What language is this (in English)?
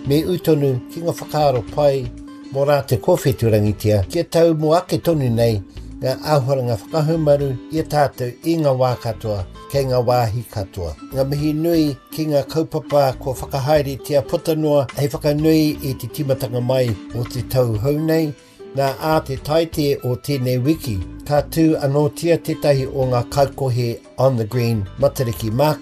Māori